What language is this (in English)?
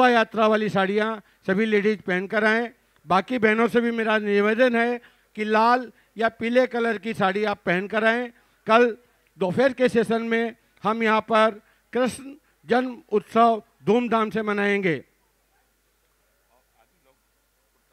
Hindi